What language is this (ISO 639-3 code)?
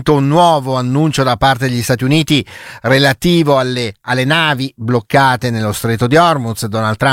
ita